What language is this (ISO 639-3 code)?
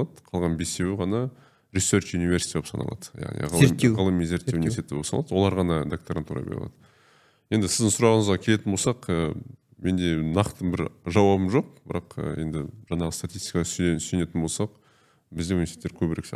kaz